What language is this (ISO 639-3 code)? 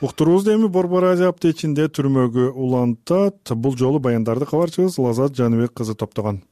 kir